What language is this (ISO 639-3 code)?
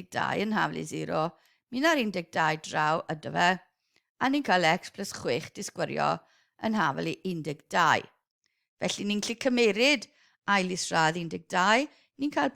cym